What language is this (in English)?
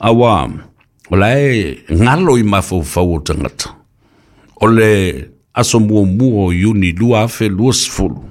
Samoan